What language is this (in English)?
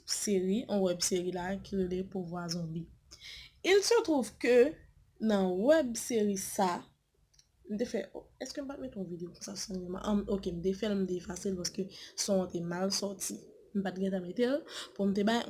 Haitian Creole